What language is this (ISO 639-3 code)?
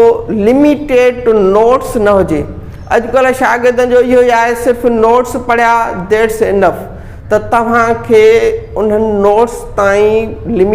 snd